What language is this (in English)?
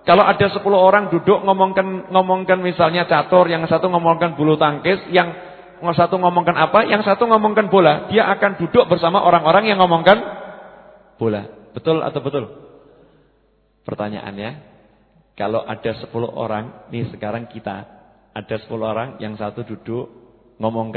Indonesian